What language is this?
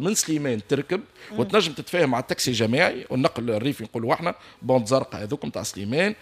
Tunisian Arabic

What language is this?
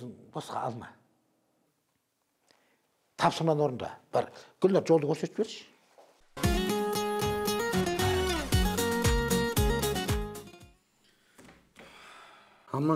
Kazakh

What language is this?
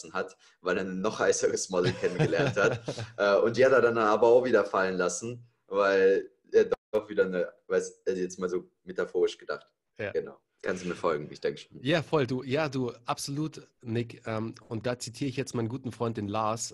German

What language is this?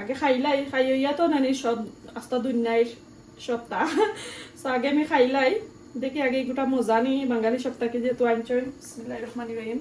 Sylheti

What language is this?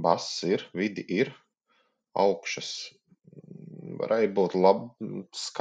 Latvian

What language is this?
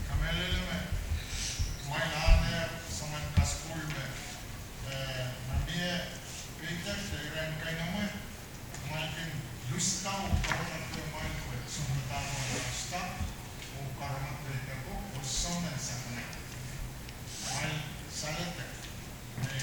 Pohnpeian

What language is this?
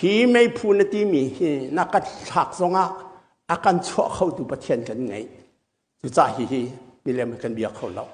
Hakha Chin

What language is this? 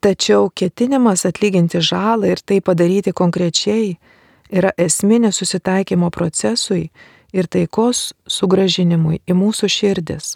Lithuanian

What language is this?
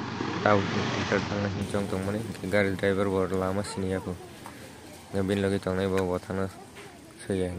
Kok Borok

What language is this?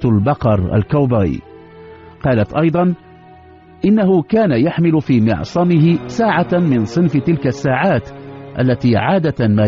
Arabic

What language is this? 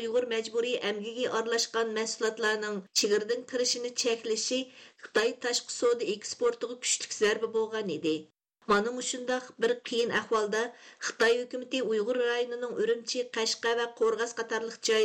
Uyghur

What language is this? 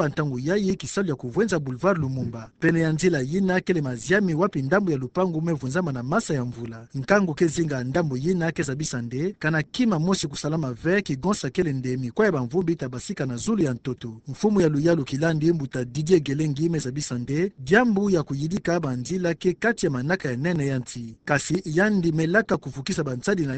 Kituba (Democratic Republic of Congo)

